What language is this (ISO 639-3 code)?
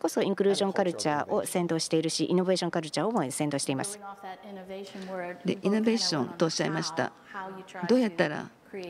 jpn